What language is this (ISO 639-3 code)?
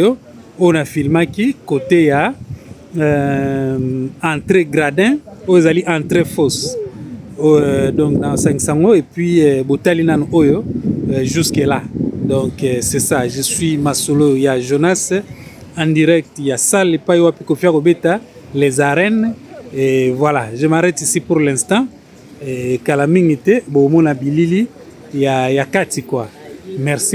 lin